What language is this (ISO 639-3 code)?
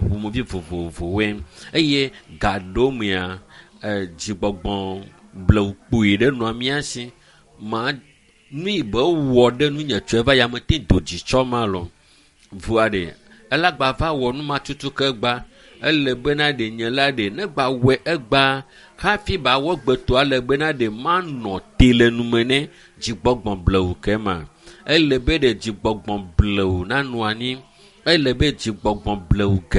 ewe